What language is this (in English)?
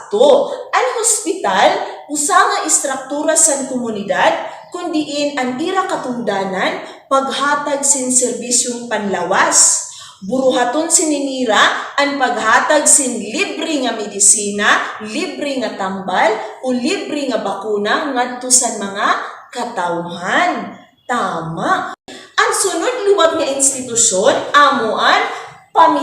Waray